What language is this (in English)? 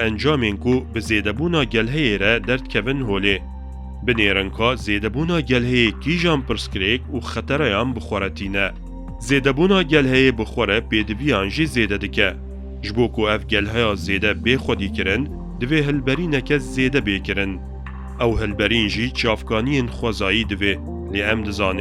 Kurdish